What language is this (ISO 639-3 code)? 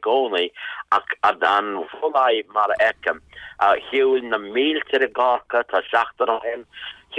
gle